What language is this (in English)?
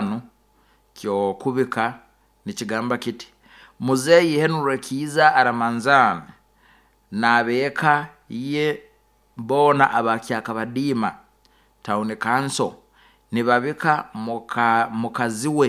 Nyoro